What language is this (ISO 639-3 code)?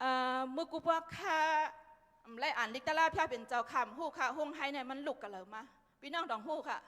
shn